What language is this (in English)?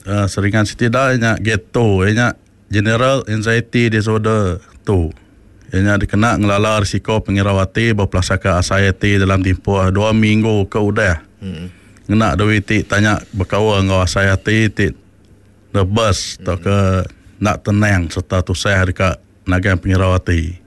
Iban